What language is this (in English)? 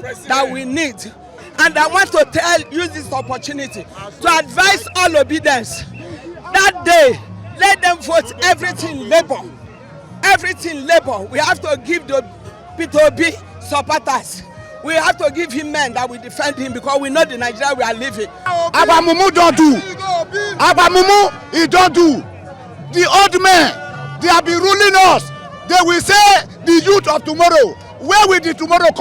Nigerian Pidgin